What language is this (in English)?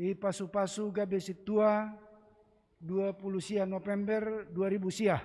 Batak Simalungun